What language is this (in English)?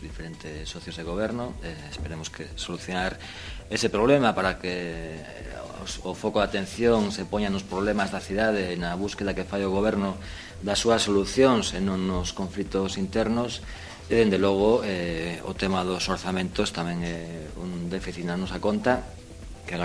Galician